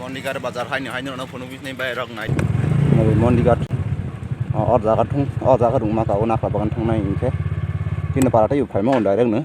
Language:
Kok Borok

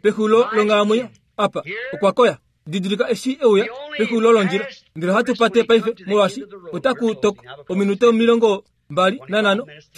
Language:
Kuanyama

